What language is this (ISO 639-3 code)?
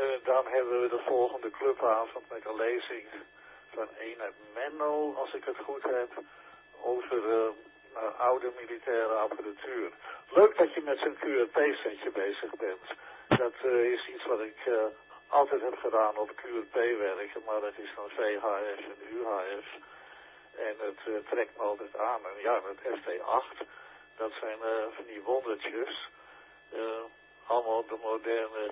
nld